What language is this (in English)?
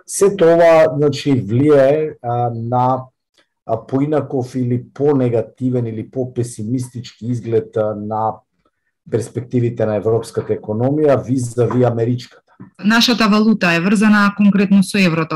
Macedonian